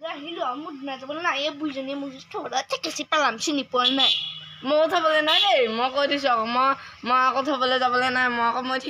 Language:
Assamese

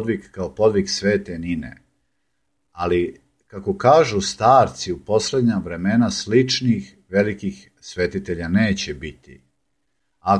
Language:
Serbian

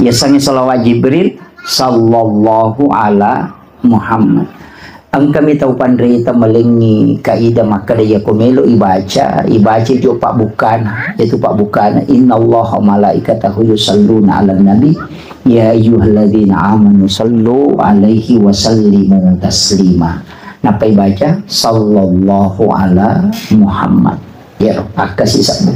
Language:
Buginese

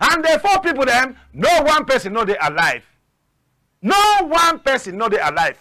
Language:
Cameroon Pidgin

